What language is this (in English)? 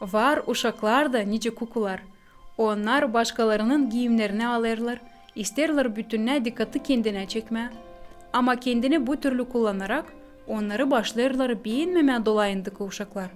Gagauz